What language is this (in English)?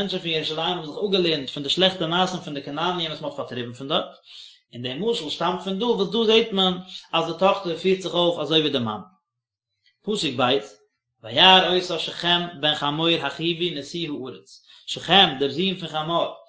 Yiddish